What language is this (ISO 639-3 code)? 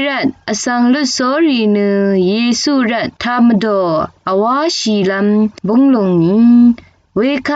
raw